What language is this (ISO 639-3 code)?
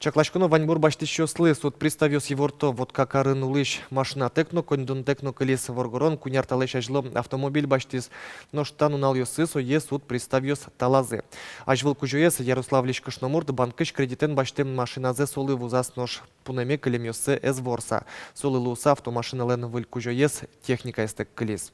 udm